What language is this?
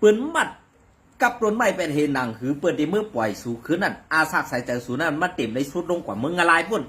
Shan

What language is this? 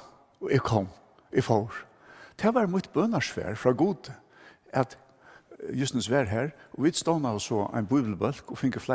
Faroese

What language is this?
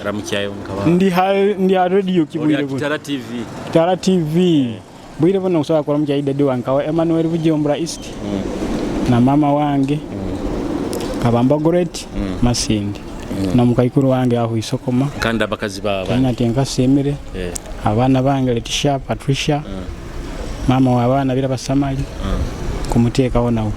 Nyoro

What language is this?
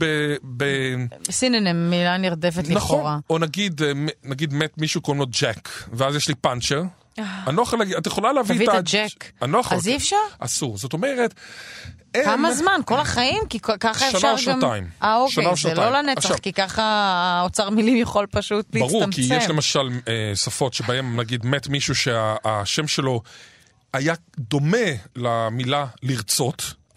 Hebrew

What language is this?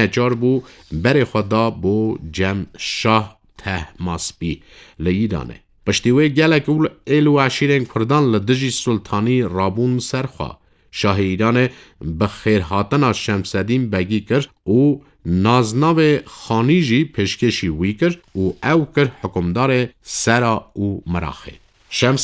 Kurdish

